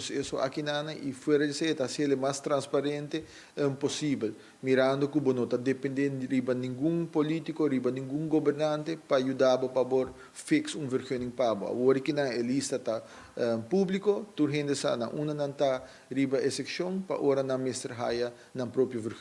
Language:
Papiamento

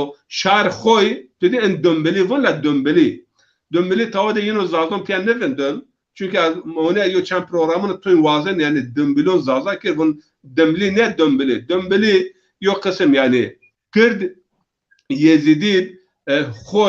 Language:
Zaza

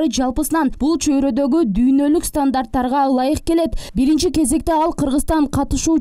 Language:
Kyrgyz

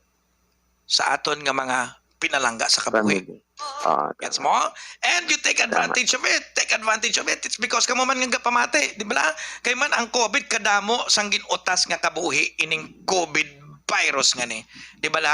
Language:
Hiligaynon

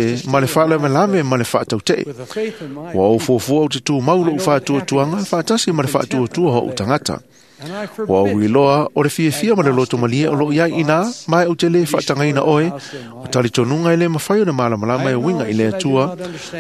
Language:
Samoan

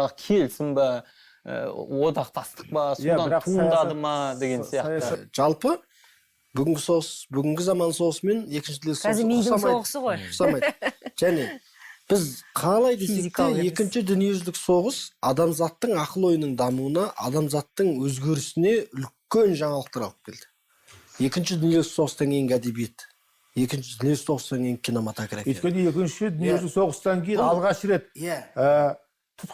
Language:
Kazakh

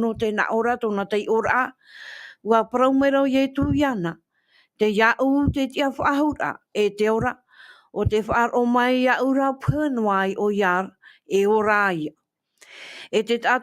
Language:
Tahitian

